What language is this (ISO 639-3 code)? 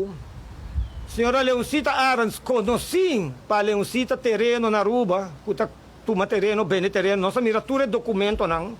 pap